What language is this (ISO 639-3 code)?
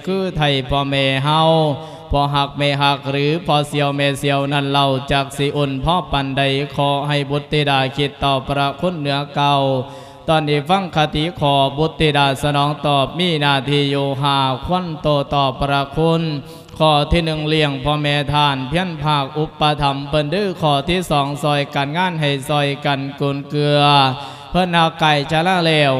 lao